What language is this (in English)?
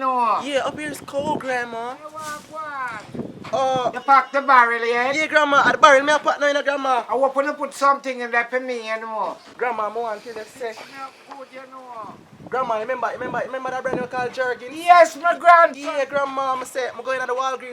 Jamaican Creole English